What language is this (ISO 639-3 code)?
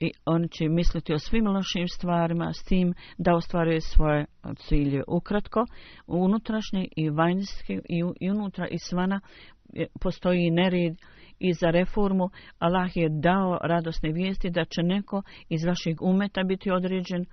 bos